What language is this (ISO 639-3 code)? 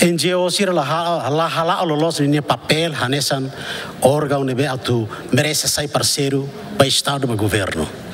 tet